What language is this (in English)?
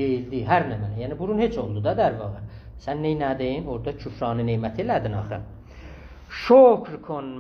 South Azerbaijani